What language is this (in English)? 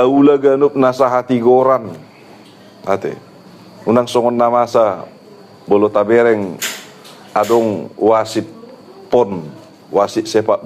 Batak Toba